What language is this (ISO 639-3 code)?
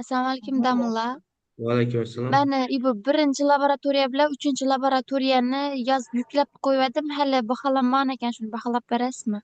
uzb